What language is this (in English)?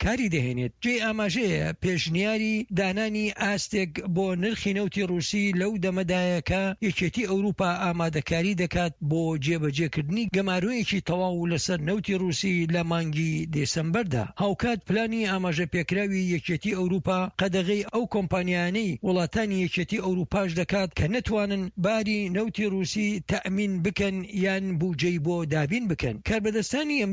Central Kurdish